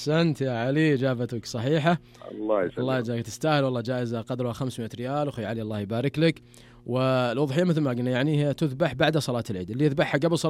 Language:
Najdi Arabic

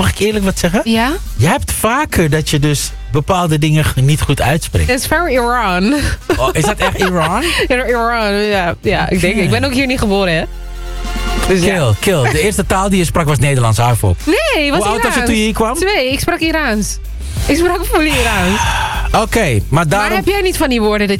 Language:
Dutch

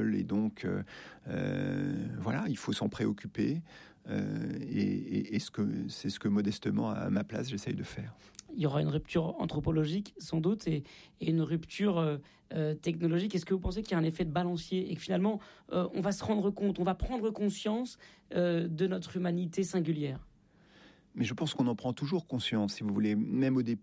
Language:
French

